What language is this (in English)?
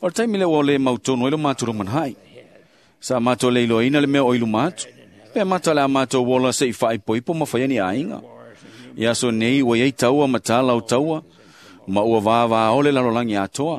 Samoan